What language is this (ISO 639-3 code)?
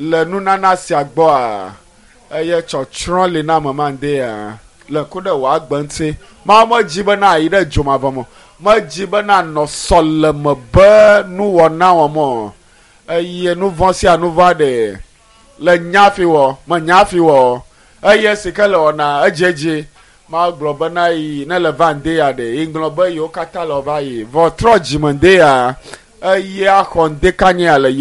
ewe